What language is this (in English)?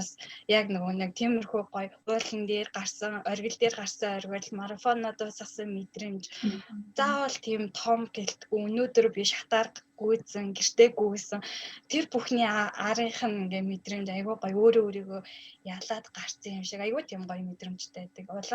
Mongolian